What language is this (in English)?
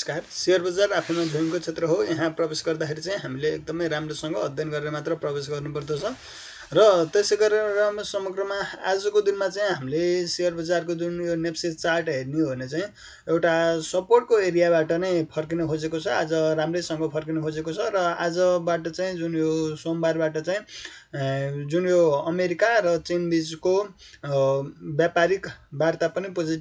Nepali